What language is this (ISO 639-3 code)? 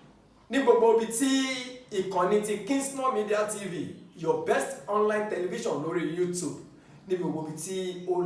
yor